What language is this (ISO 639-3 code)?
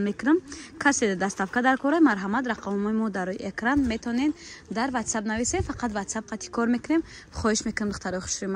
tgk